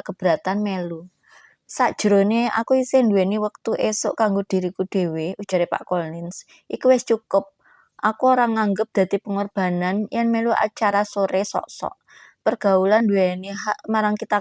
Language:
Javanese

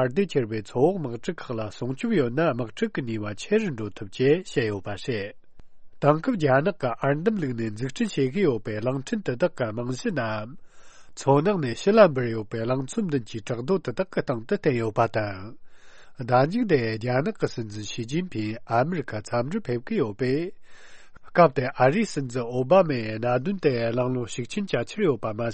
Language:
Tibetan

